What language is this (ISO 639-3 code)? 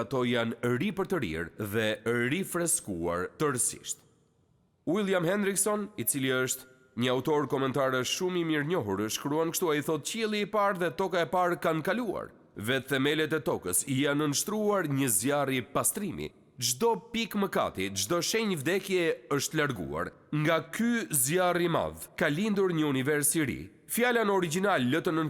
sqi